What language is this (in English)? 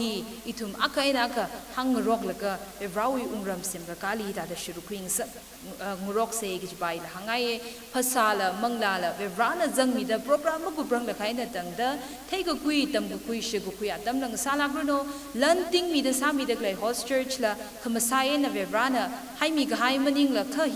Tangkhul Naga (India)